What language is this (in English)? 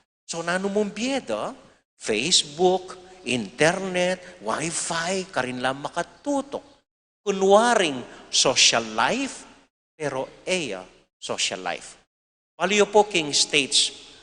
Pampanga